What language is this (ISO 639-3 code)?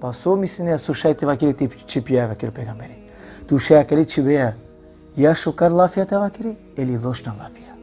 rmn